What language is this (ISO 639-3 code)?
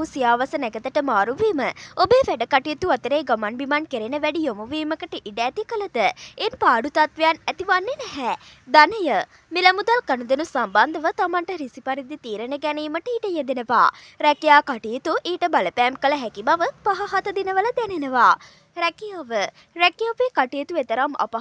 sin